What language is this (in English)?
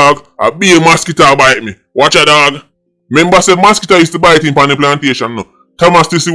Jamaican Creole English